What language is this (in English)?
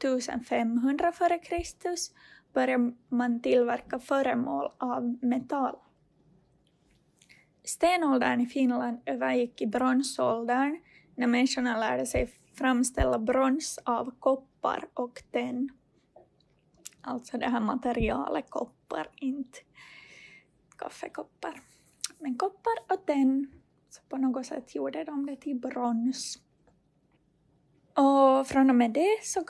Swedish